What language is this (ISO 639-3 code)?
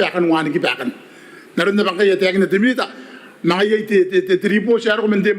gil